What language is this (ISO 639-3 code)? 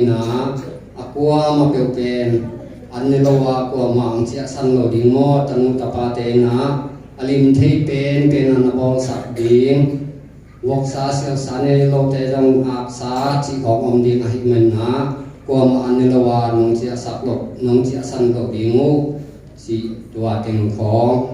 ctd